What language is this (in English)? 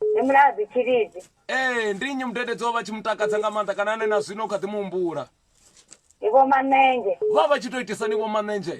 Venda